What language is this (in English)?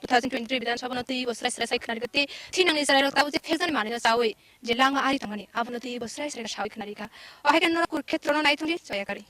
Kok Borok